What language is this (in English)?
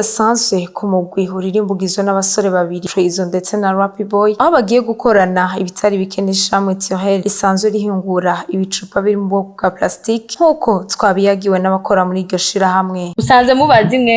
Rundi